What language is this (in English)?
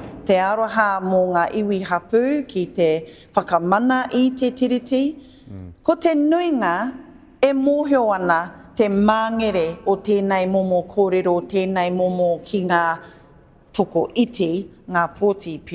Māori